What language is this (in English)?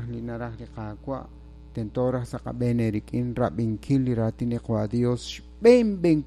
Kekchí